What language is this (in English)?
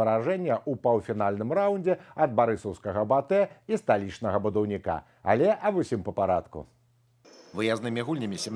Belarusian